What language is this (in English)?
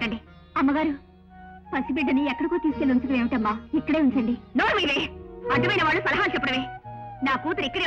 Telugu